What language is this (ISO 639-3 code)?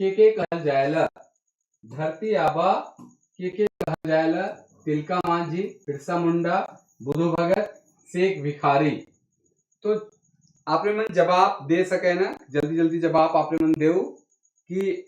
sck